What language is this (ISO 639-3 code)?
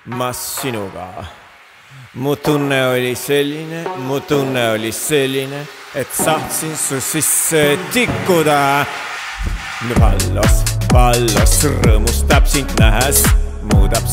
est